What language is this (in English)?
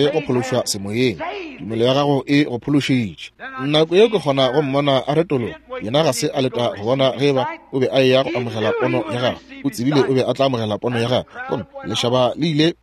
Northern Sotho